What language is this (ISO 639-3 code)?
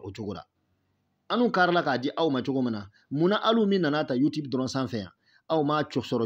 bam